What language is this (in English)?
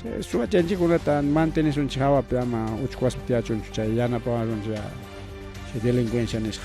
Ayacucho Quechua